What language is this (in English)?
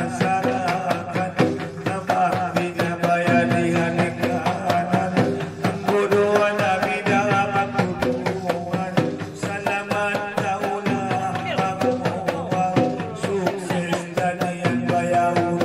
Batak Angkola